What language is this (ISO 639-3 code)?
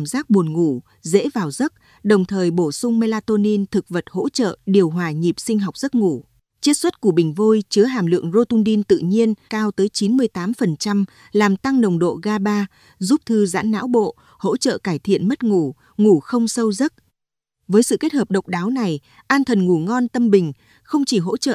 vie